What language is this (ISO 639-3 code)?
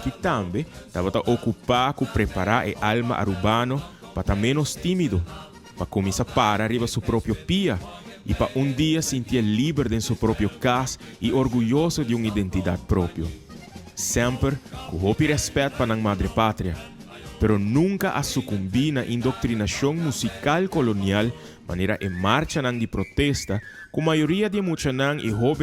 pap